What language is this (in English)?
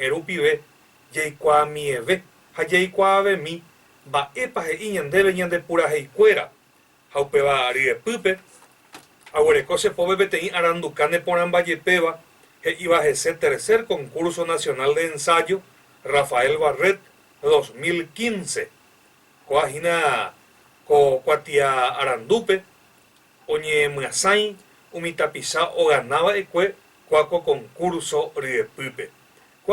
Guarani